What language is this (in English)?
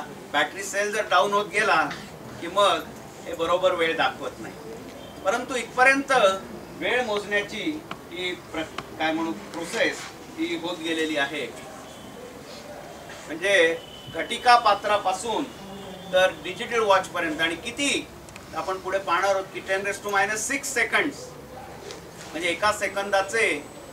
Marathi